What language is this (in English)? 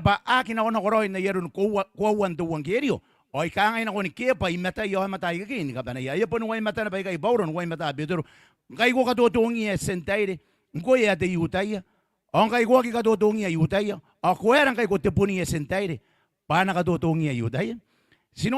Gilbertese